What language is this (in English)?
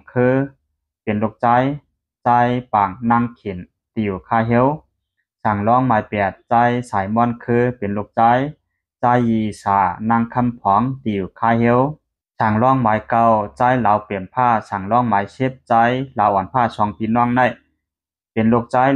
Lao